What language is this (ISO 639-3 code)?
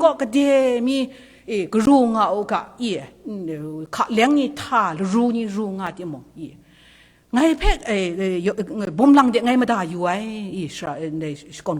kac